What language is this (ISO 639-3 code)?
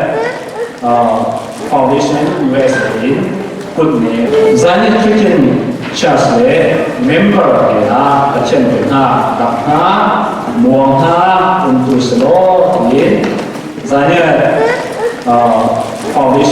cfm